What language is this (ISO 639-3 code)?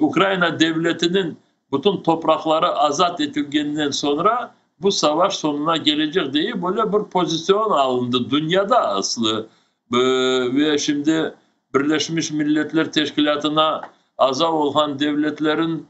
crh